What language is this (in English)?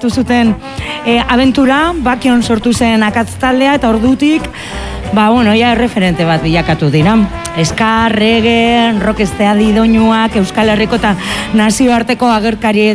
Basque